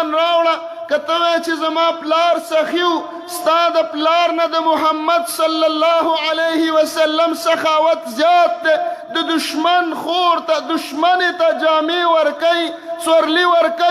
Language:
Pashto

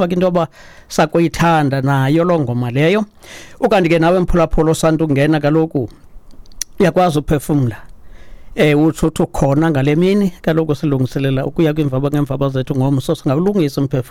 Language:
Xhosa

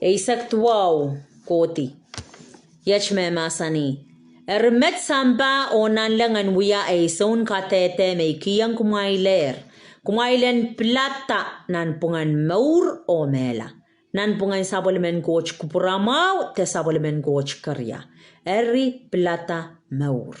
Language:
Pohnpeian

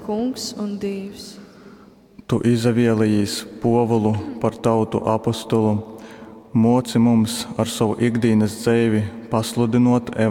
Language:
Latgalian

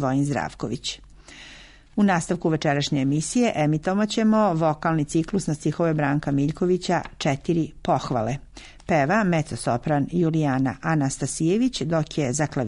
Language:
Serbian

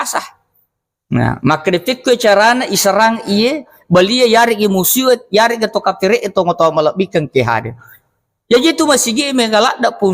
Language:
Buginese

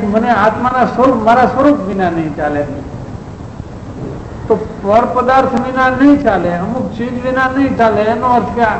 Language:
Gujarati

